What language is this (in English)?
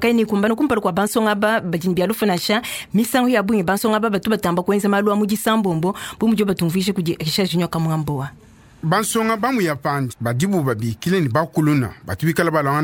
Luba-Lulua